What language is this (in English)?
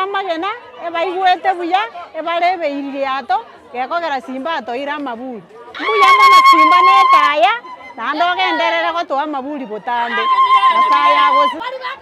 Gusii